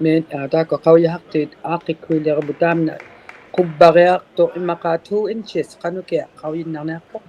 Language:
Inuktitut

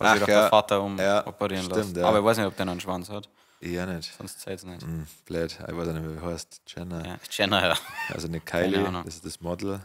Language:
Bavarian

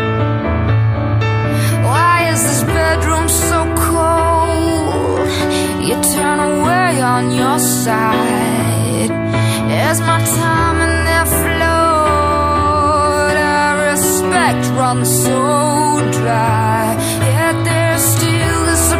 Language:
Basque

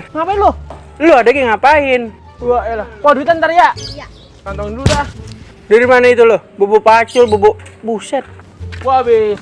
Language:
Betawi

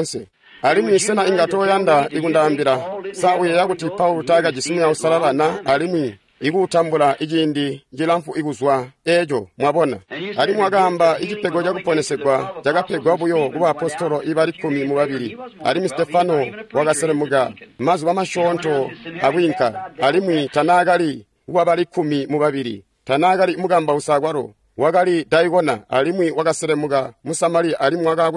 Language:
Tonga (Zambia)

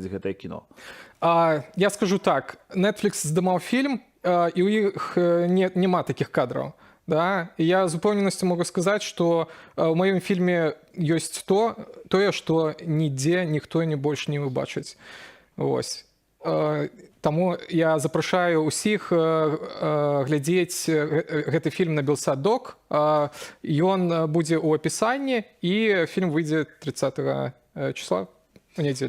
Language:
Belarusian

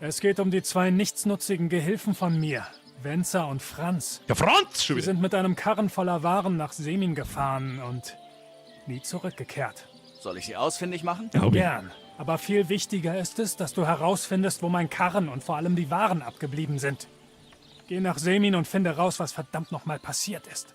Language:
Bavarian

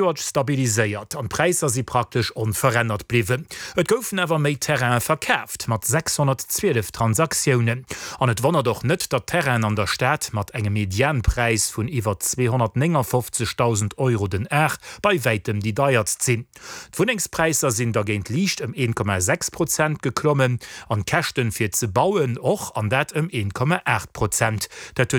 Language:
Luxembourgish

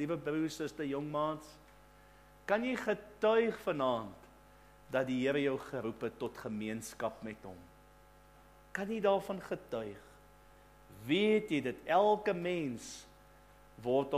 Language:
Afrikaans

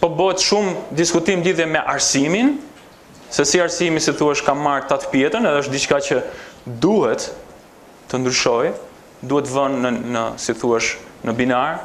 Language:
Albanian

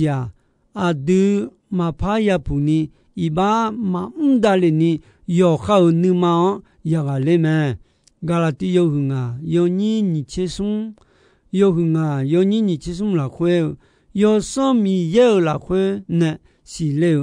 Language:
Akha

